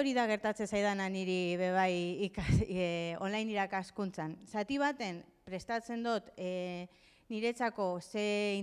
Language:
Basque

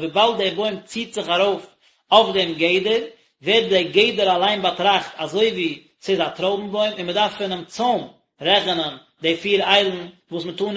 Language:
Yiddish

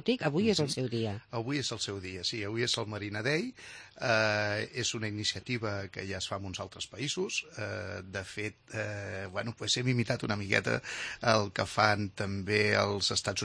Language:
Catalan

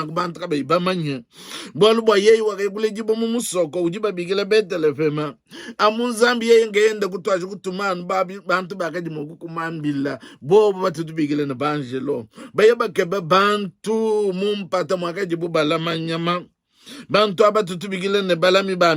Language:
Luba-Lulua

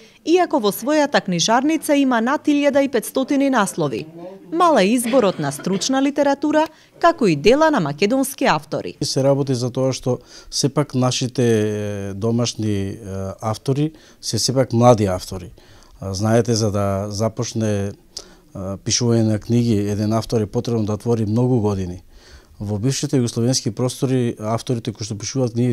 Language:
Macedonian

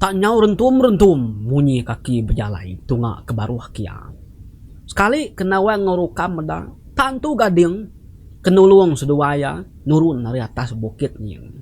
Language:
Iban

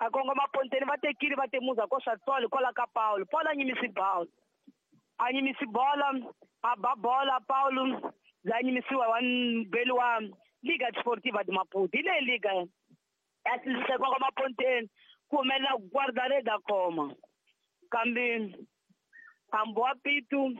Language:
Tsonga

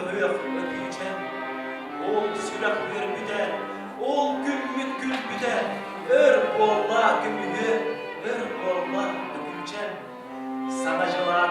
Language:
Yakut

